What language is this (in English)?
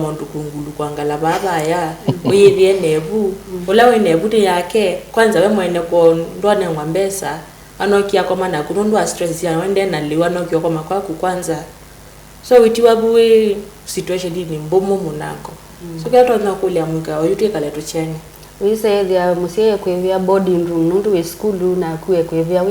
Kamba